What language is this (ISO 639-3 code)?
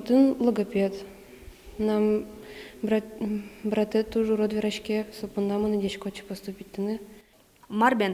udm